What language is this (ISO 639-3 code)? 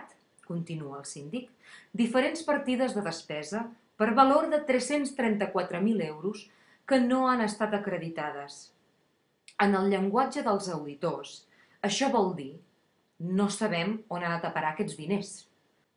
cat